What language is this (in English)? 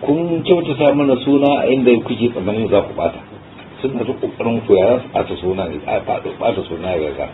Hausa